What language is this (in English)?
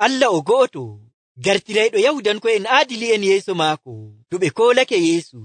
Nigerian Fulfulde